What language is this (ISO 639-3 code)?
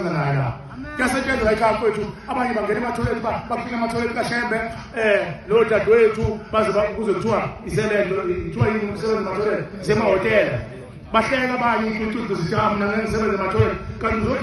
zul